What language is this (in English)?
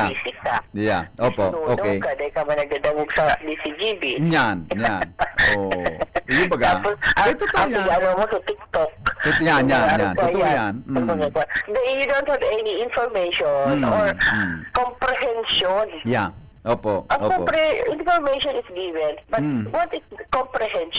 Bikol